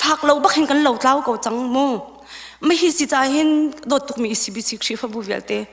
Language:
Hakha Chin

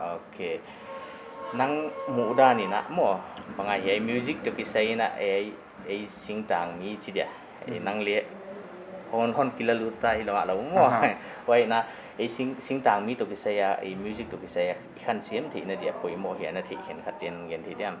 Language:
Paite Chin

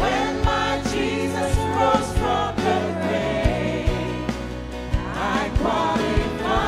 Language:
Fijian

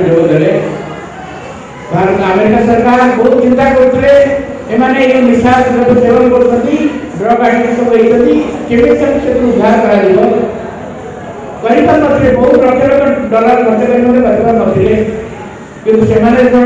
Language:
Odia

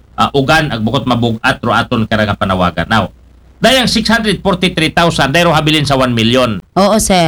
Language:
Aklanon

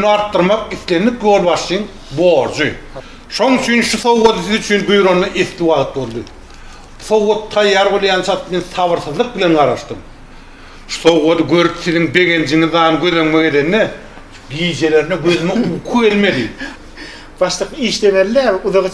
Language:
Turkmen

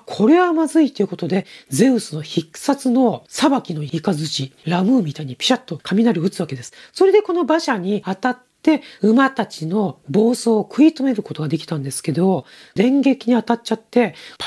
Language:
Japanese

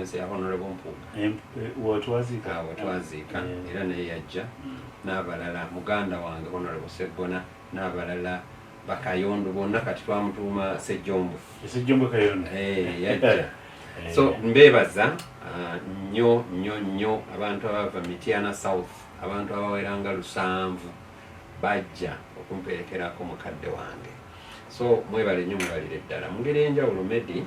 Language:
Ganda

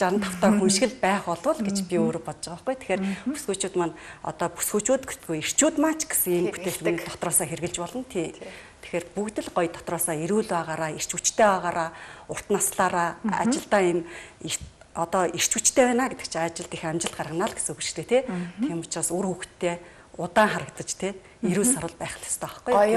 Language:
Mongolian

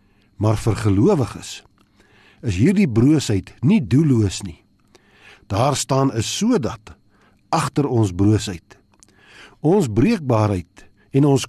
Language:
Afrikaans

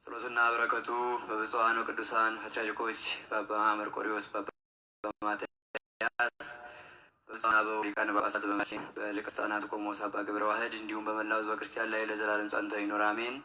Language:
Amharic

